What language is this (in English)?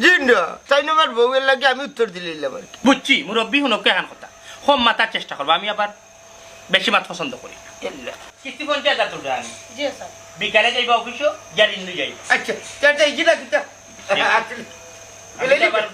Sylheti